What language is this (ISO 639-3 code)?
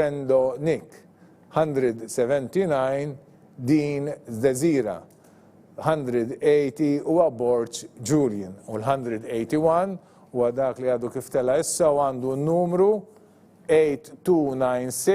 mlt